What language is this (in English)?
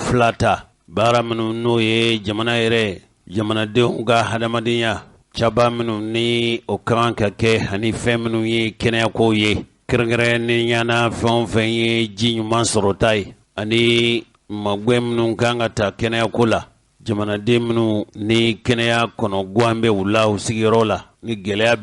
Bambara